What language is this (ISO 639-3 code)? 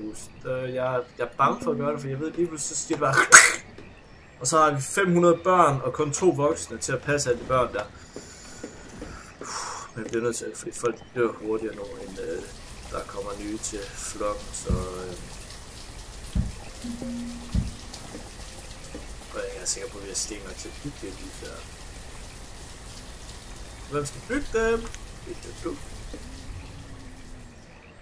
dan